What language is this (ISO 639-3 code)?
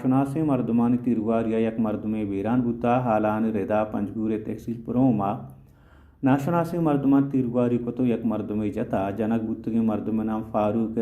bal